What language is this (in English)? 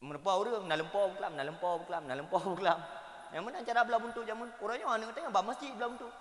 Achinese